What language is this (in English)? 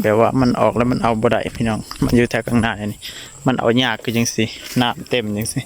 Lao